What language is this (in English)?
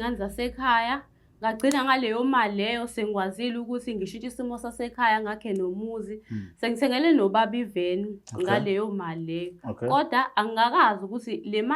Zulu